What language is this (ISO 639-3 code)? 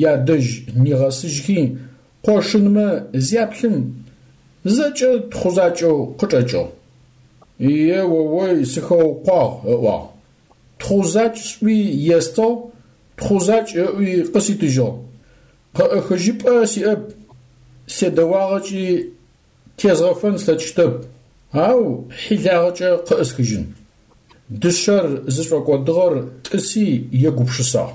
ady